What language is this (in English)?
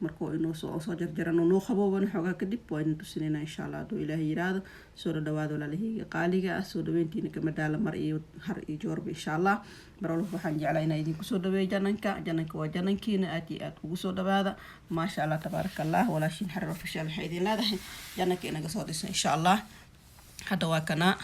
Somali